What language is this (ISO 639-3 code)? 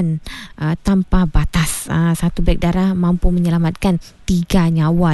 msa